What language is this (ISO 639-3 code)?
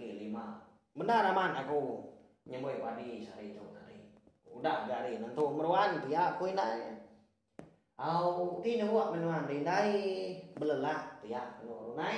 iba